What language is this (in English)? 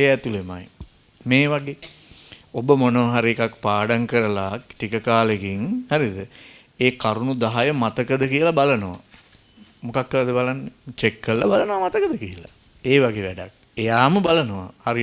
Sinhala